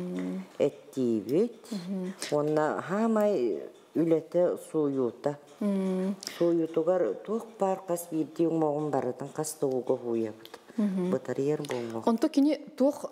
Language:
Yakut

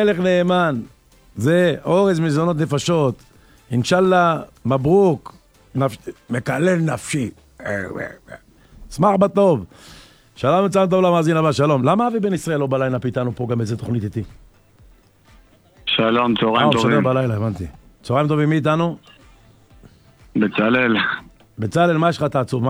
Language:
Hebrew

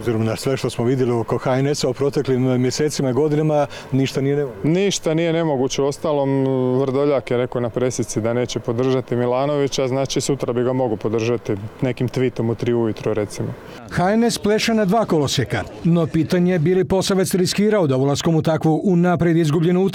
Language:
Croatian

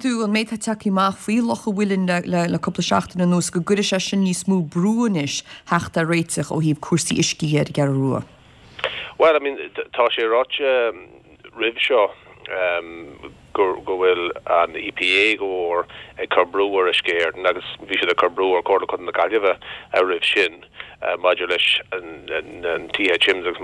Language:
Irish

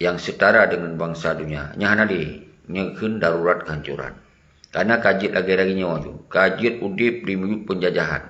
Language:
Achinese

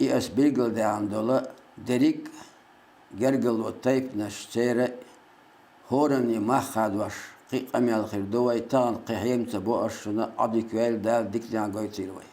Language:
Chechen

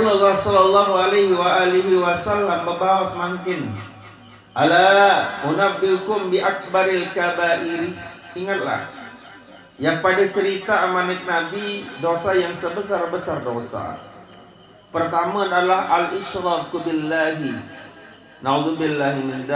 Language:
Sasak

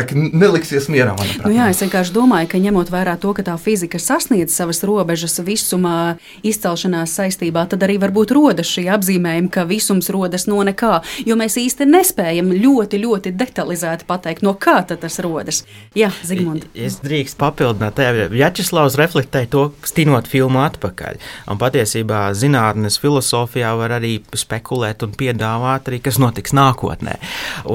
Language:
Latvian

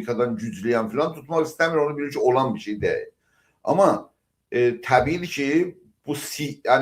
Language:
South Azerbaijani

